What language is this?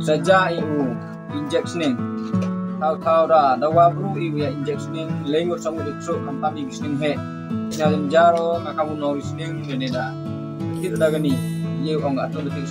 Khasi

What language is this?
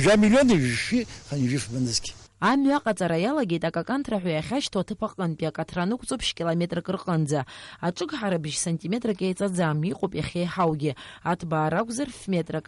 Abkhazian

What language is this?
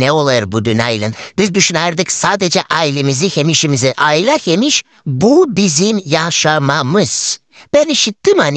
Gagauz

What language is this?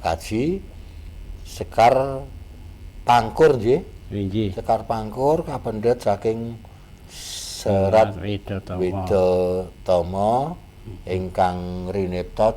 Javanese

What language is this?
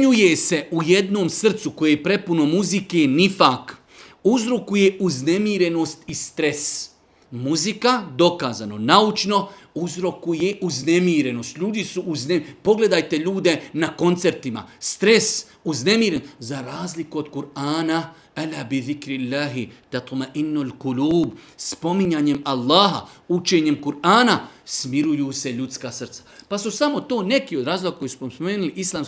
Bosnian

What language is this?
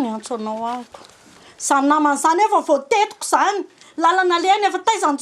Malagasy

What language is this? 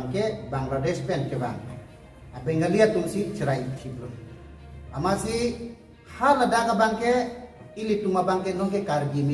Karbi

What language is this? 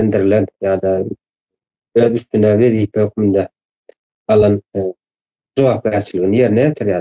Turkmen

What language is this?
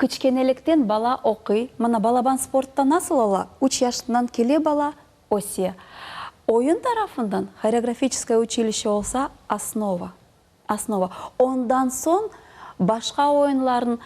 Crimean Tatar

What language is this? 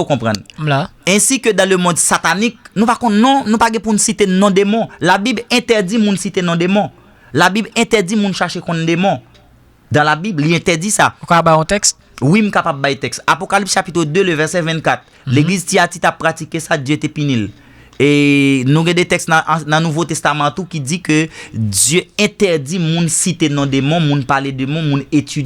Haitian Creole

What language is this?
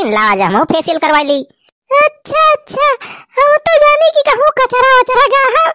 Awadhi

